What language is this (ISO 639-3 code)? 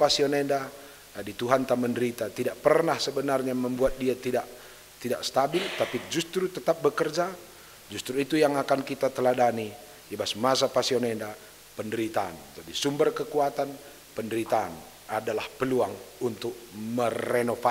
btx